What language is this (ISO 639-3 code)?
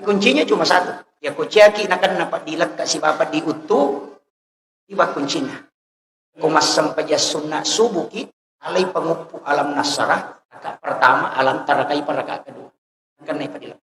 bug